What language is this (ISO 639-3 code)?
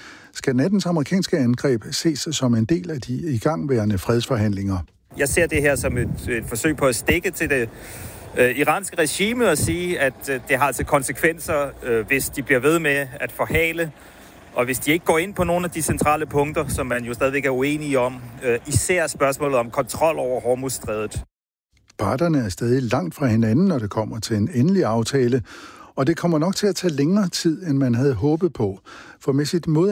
dan